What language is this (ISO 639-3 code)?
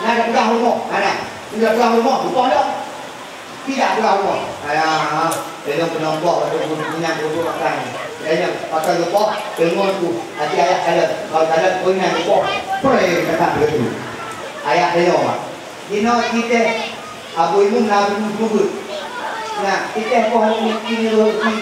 ace